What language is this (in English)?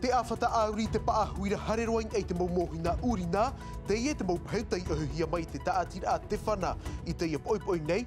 Tahitian